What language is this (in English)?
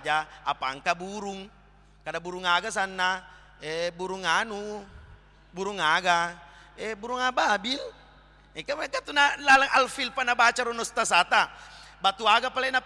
Buginese